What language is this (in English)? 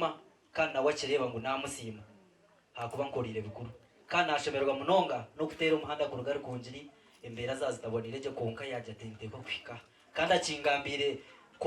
Nyankole